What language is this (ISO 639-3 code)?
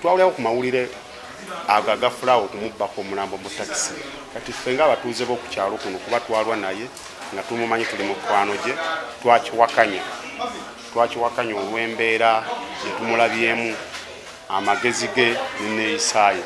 lug